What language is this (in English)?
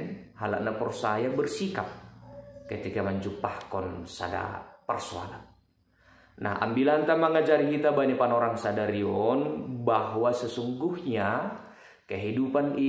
Batak Simalungun